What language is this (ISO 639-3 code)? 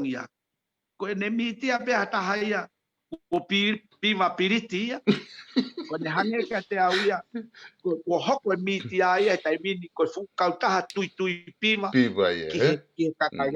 ton